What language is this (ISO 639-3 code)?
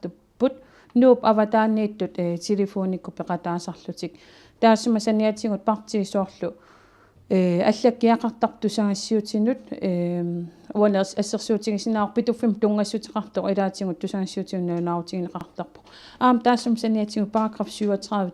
kal